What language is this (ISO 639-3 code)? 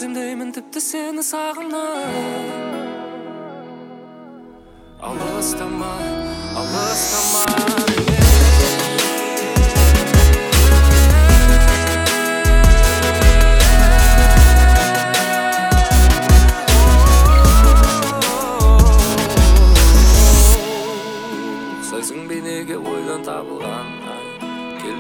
kaz